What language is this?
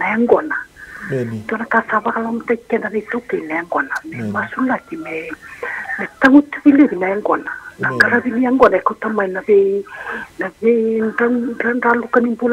Fijian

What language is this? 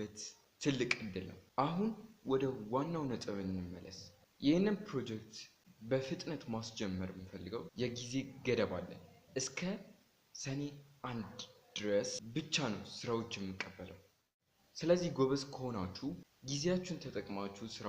Amharic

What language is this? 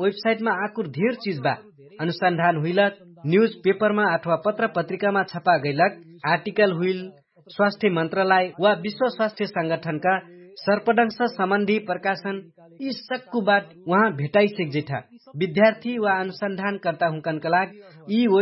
Dangaura Tharu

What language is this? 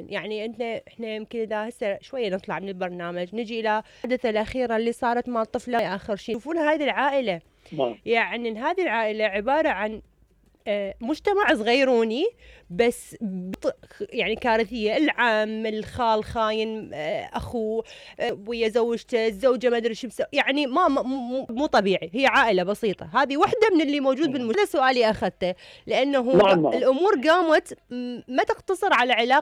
Mesopotamian Arabic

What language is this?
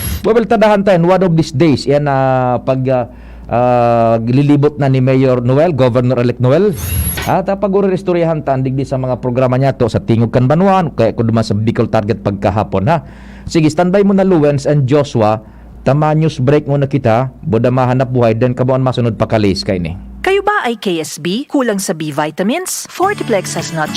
Bikol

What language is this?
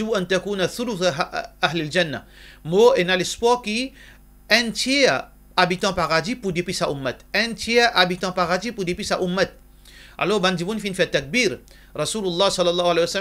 Morisyen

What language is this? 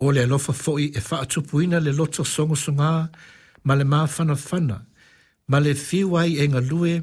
Samoan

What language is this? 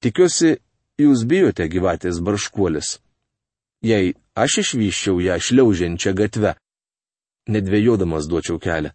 Lithuanian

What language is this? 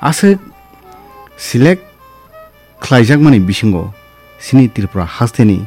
Kok Borok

